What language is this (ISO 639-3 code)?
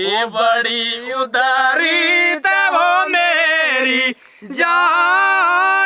doi